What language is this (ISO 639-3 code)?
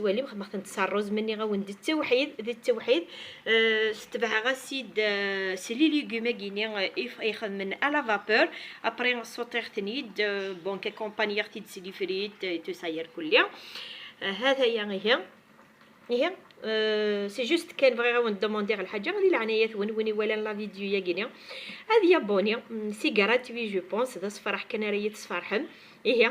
kab